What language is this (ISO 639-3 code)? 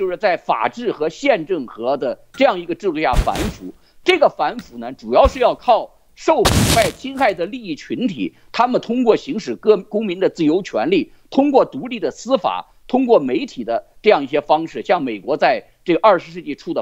zho